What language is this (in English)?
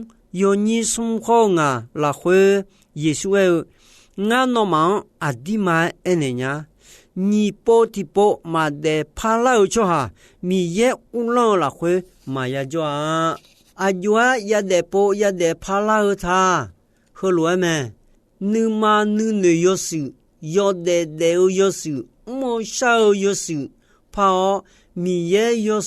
Akha